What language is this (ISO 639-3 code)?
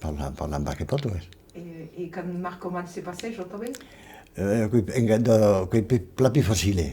oci